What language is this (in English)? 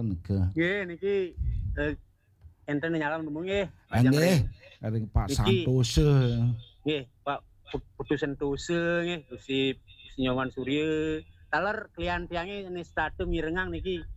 Balinese